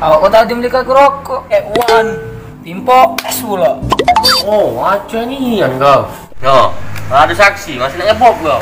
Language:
Musi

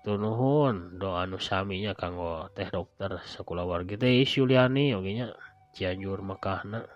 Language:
Sundanese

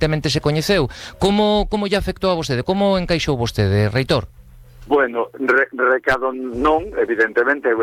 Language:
Galician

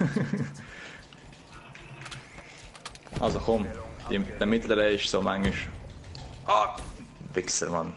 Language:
Swiss German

